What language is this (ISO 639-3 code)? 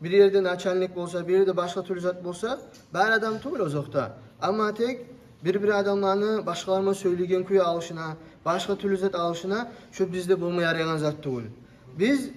kum